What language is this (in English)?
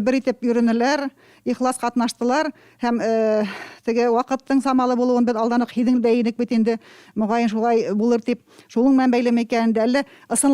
Bashkir